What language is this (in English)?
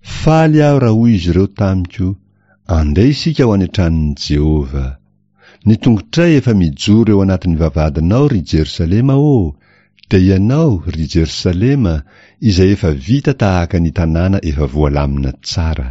Malagasy